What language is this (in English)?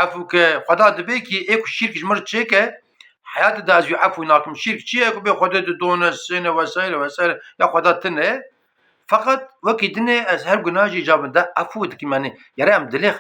Kurdish